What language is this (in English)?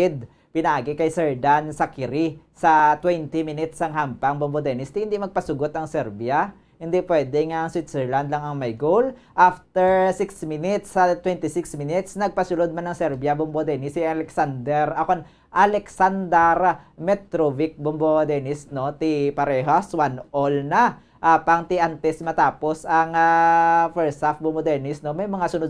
Hiligaynon